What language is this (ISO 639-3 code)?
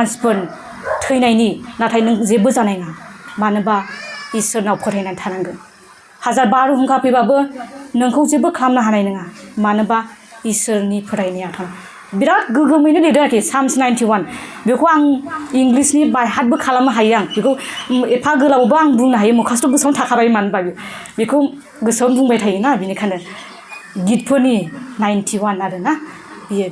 brx